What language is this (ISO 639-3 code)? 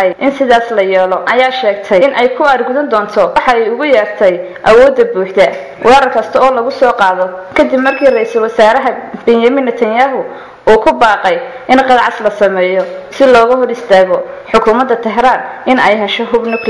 som